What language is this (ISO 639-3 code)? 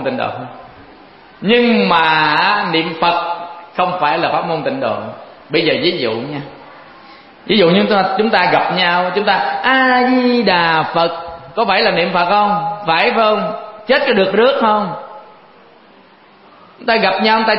vie